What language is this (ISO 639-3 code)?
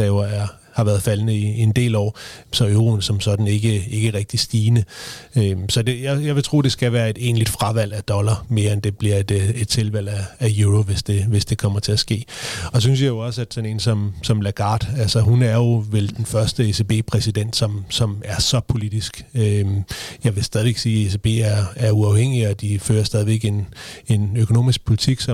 dan